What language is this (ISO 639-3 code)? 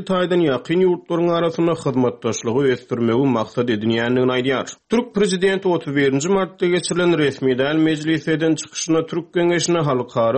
tuk